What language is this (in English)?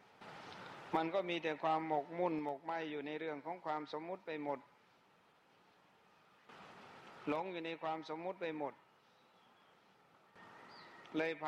Thai